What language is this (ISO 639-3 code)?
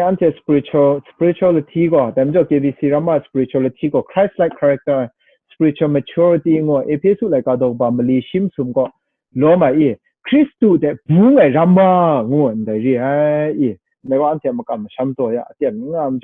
kac